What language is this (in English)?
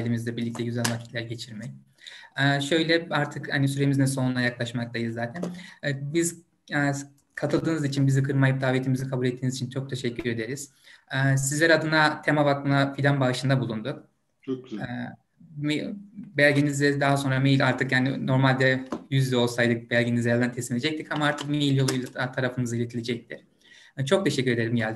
Turkish